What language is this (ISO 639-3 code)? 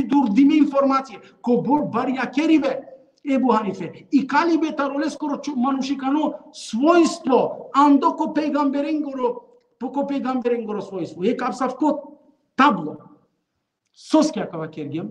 rmn